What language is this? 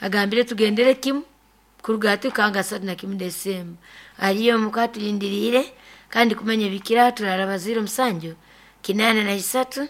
Nyoro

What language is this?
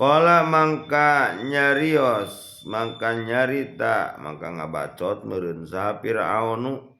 Sundanese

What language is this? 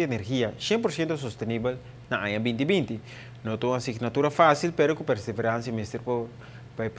Papiamento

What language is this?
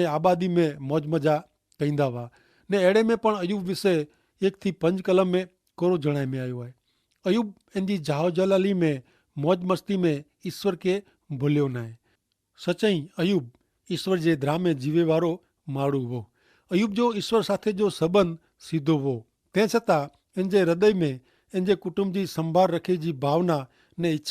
Kachhi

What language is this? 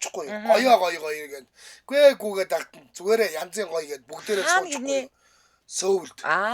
Mongolian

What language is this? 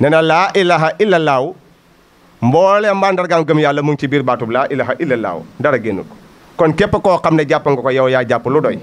Wolof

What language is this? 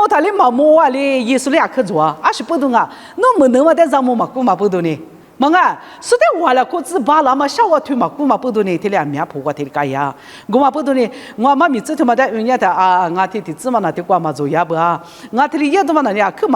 Lisu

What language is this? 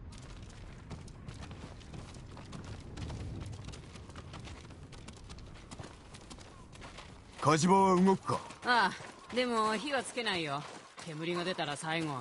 Japanese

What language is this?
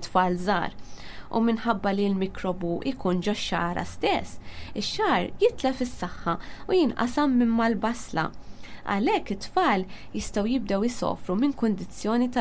Maltese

